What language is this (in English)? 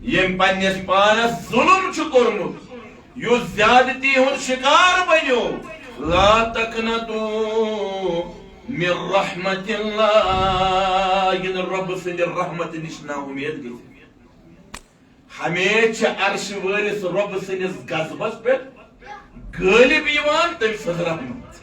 Kashmiri